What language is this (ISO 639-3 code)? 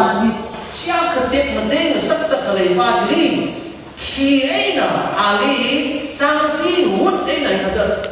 nmf